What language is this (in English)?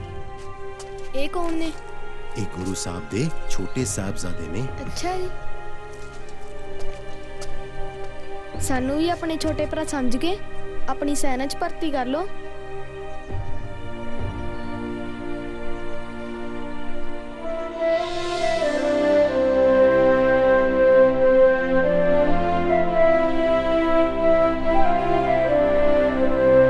Punjabi